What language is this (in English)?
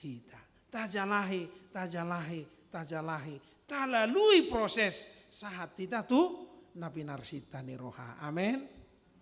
Batak Toba